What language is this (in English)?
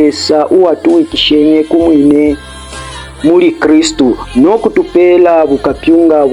Bemba